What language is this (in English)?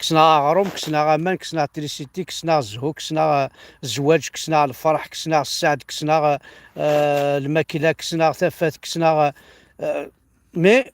Kabyle